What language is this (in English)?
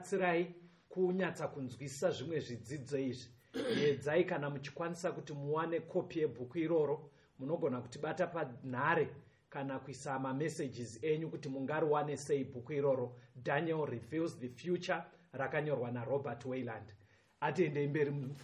Shona